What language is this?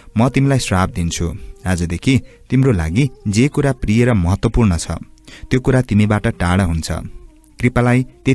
Nepali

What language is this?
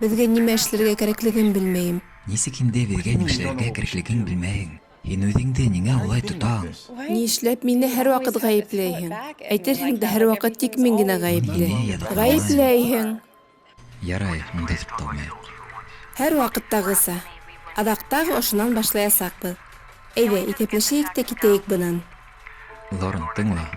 Bashkir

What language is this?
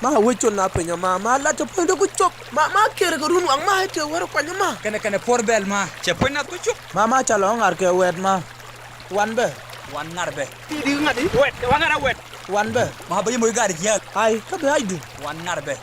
Nuer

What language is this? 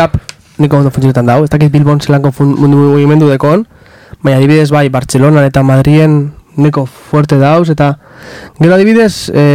Basque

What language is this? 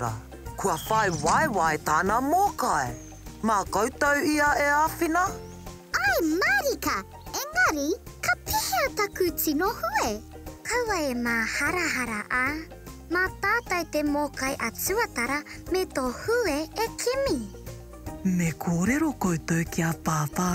Māori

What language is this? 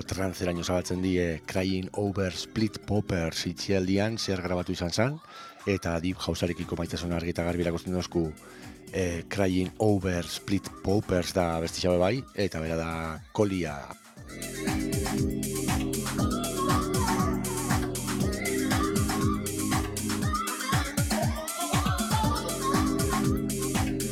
Basque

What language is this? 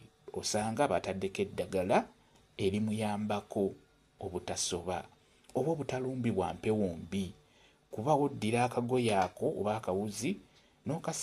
Ganda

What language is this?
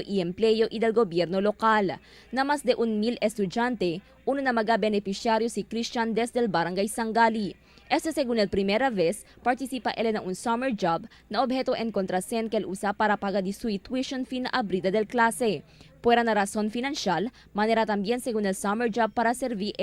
Chavacano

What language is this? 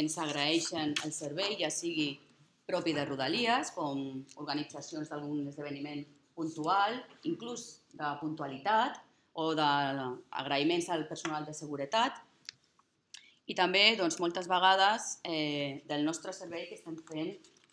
Catalan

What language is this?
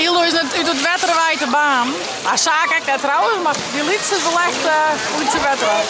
Western Frisian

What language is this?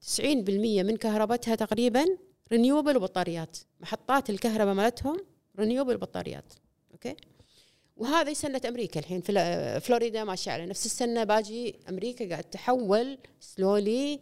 Gulf Arabic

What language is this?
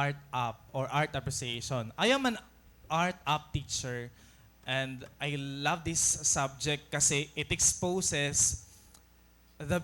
Waray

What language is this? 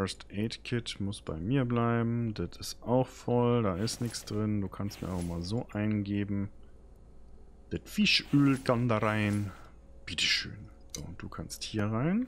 German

